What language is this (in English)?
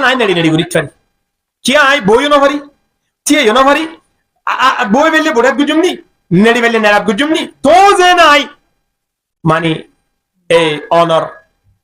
Rohingya